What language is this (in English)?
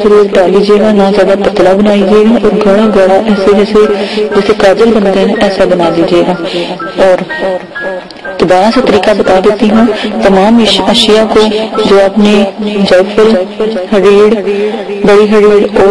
Urdu